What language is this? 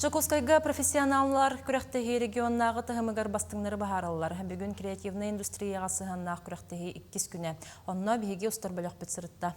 Yakut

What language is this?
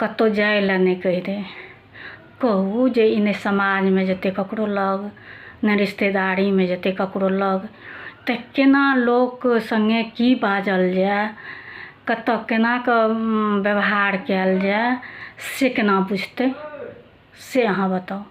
Maithili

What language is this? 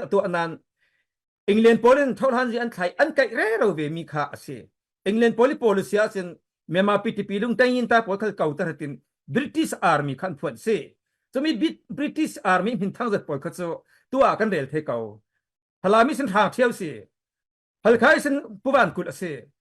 Falam Chin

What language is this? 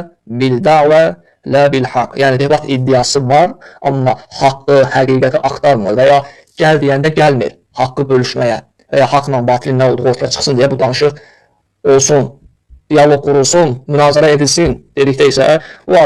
Azerbaijani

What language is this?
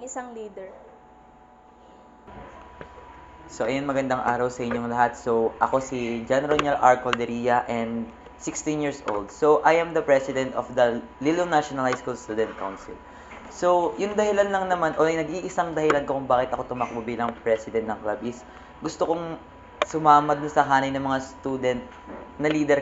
Filipino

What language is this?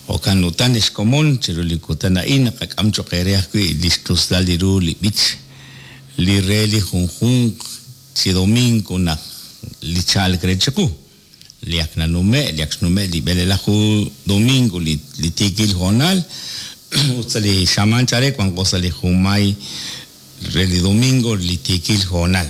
Kekchí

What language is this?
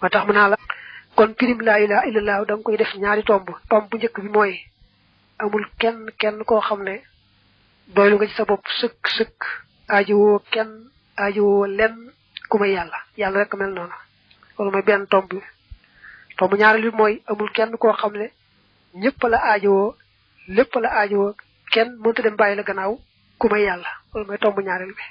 Wolof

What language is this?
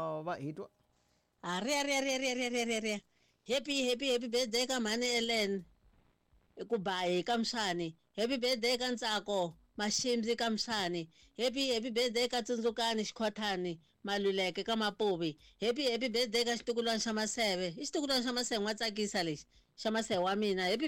Tsonga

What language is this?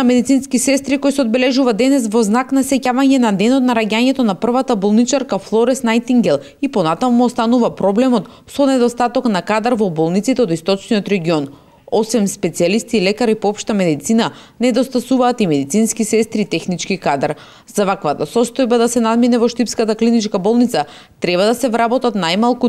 Macedonian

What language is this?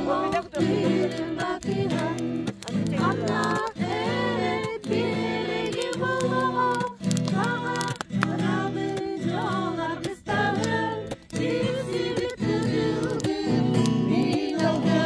Yakut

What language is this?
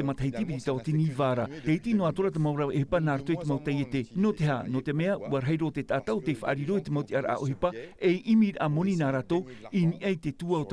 Tahitian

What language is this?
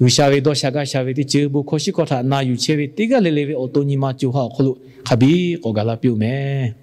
Lahu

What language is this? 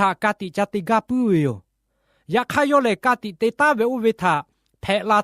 Lahu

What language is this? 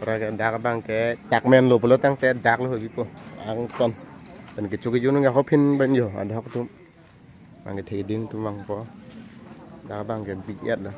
Karbi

